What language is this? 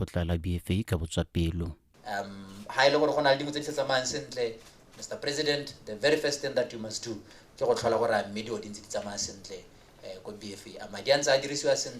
Tswana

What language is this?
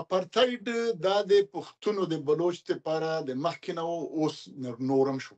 Pashto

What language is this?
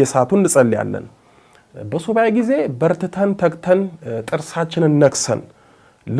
Amharic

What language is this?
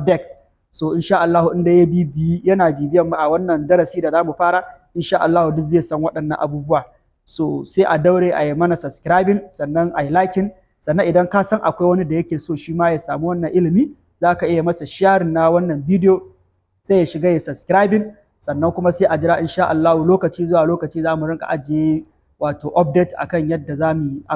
Hausa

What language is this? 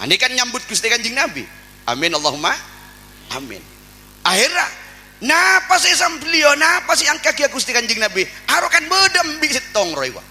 Madurese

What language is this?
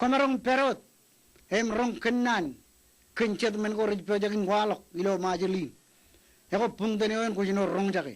Marshallese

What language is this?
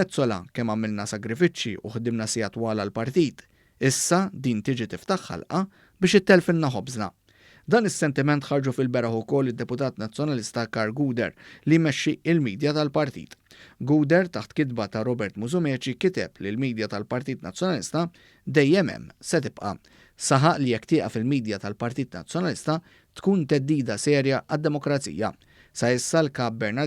Maltese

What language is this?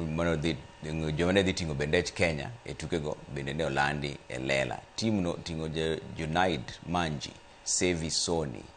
Luo (Kenya and Tanzania)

